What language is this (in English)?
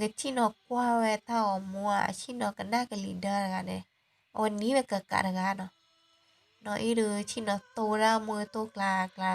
S'gaw Karen